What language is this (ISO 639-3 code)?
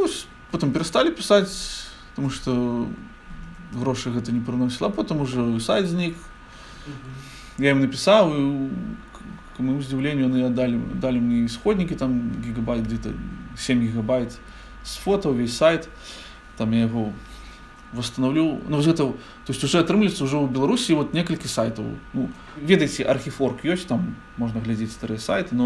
bel